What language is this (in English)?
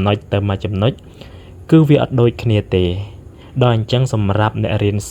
Khmer